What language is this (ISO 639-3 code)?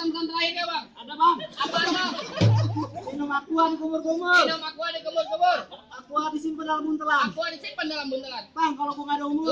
bew